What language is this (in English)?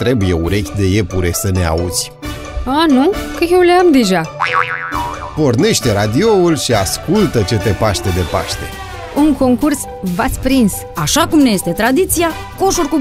Romanian